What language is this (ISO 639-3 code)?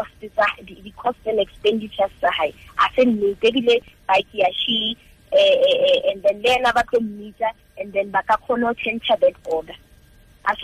tsn